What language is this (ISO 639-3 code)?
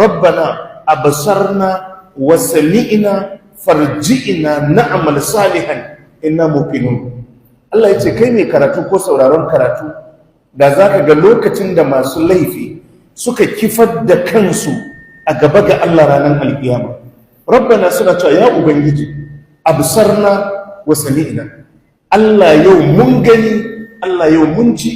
hau